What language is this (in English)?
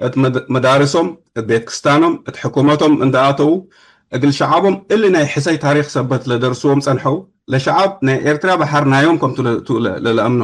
Tigre